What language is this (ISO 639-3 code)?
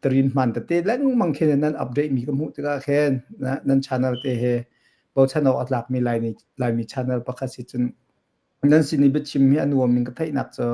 cnh